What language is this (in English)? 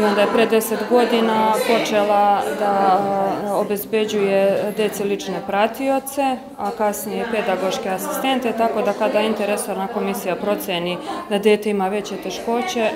Serbian